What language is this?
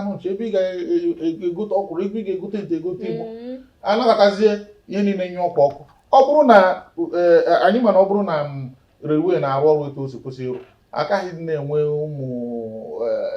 Igbo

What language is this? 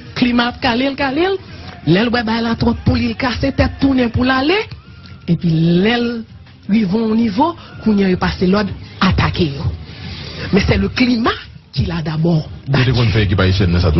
Haitian Creole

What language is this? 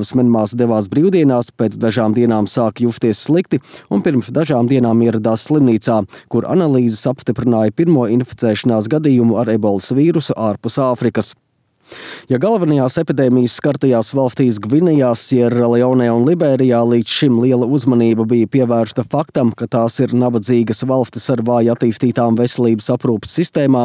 Latvian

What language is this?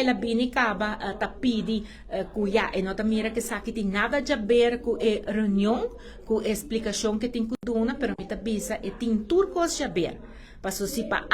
Papiamento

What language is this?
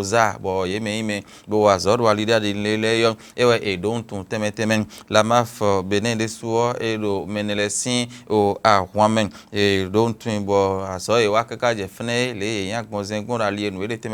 Fon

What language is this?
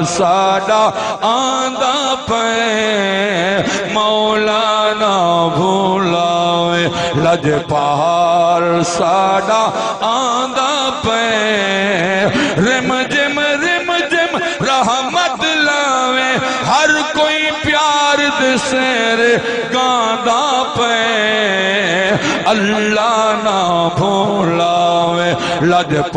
Saraiki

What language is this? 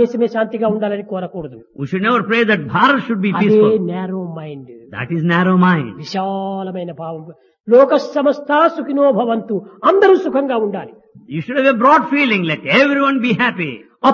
Telugu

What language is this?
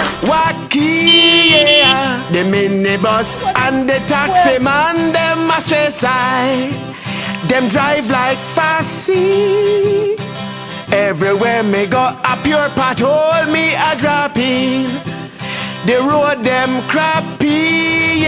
Jamaican Creole English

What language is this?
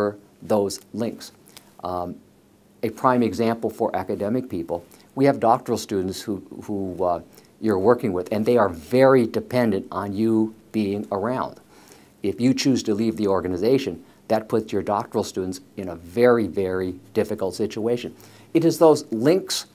English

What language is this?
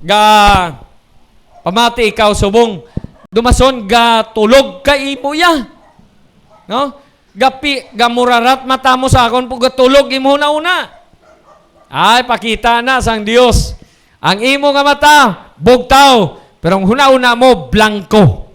Hiligaynon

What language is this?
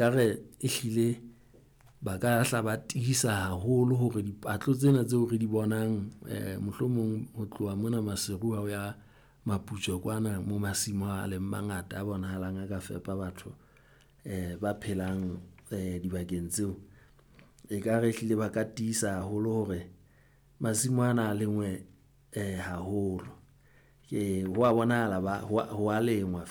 Southern Sotho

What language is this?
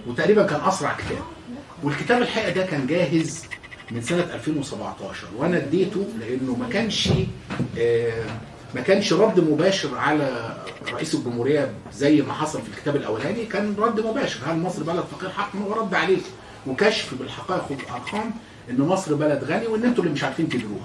Egyptian Arabic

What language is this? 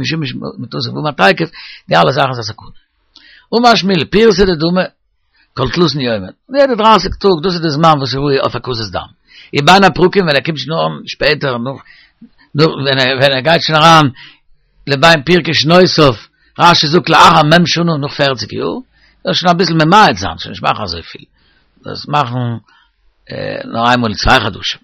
Yiddish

